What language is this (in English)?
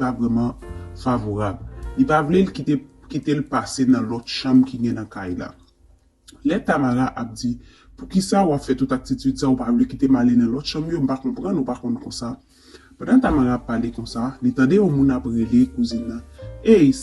Haitian Creole